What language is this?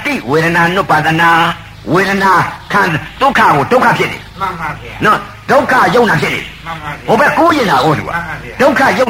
Burmese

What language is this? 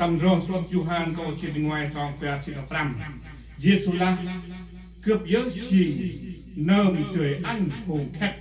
Central Mnong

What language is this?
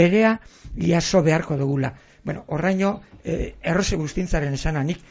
Basque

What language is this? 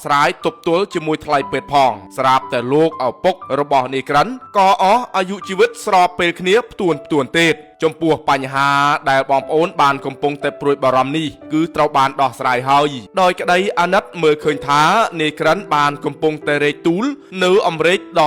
Khmer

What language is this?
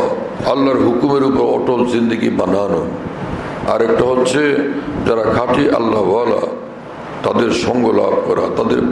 Bangla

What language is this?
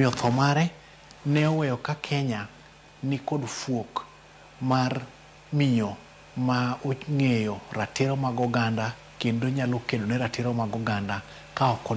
Luo (Kenya and Tanzania)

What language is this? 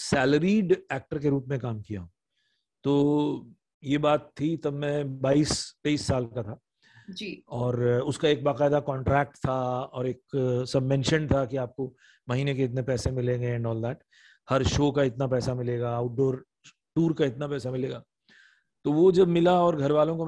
Hindi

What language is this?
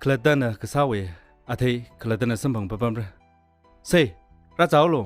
Tangkhul Naga (India)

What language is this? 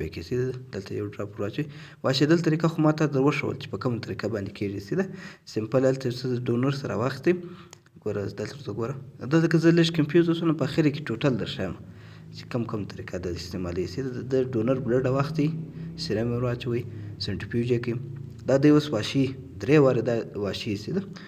Pashto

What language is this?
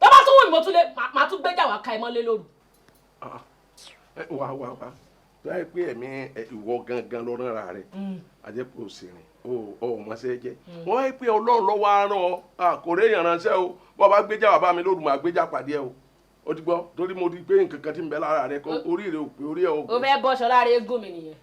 Yoruba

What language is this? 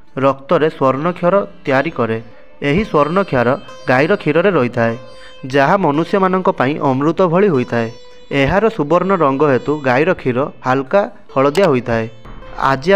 Odia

